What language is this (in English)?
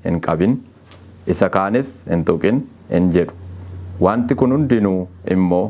Oromo